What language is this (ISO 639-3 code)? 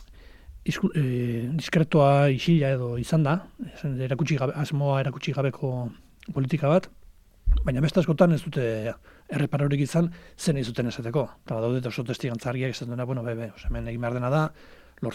eus